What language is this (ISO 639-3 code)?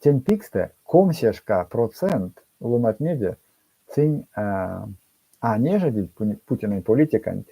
myv